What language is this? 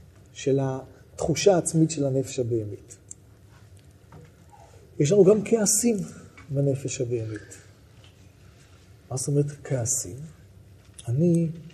Hebrew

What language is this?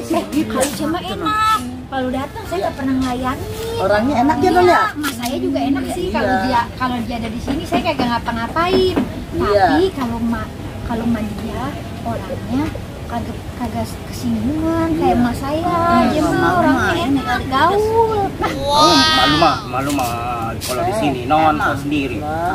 Betawi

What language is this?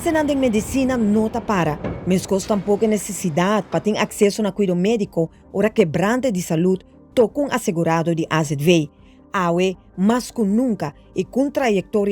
Papiamento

